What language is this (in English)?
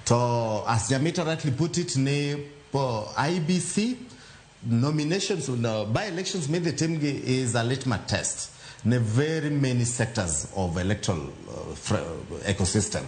Luo (Kenya and Tanzania)